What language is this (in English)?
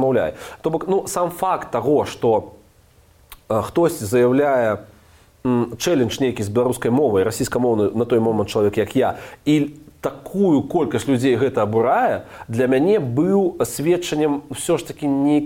Belarusian